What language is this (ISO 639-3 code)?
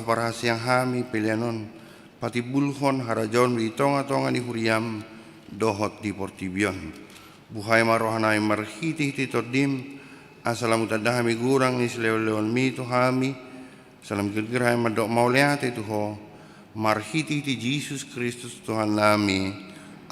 bbc